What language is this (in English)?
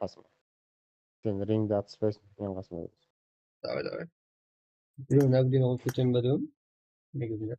Kara-Kalpak